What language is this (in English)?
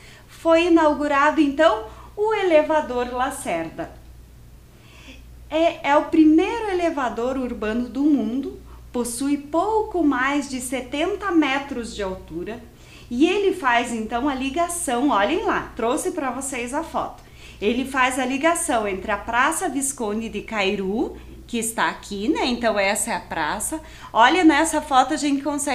Portuguese